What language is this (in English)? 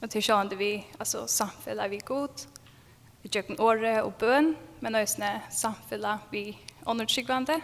Faroese